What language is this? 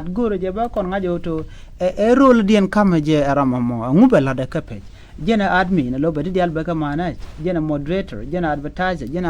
Nuer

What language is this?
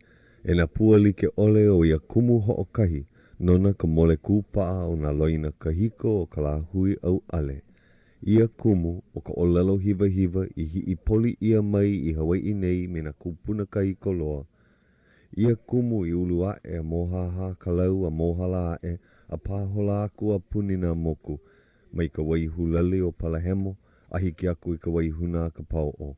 Hawaiian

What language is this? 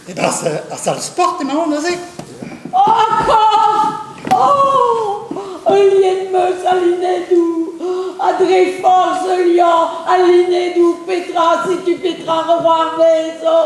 Breton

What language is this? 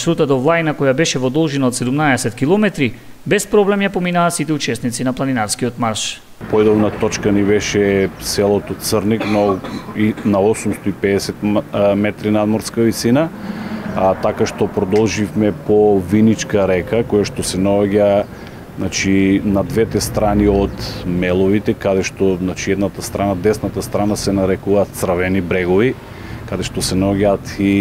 Macedonian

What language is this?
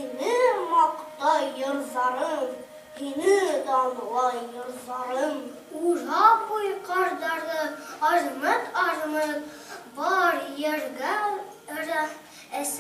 Bashkir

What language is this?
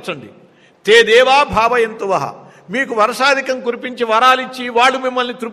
Telugu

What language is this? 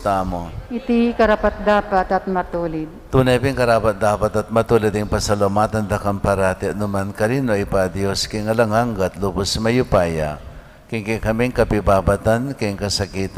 Pampanga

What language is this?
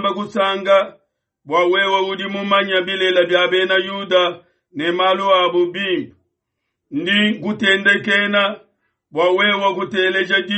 Luba-Lulua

